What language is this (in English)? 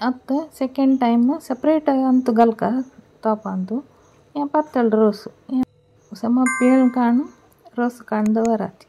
Konkani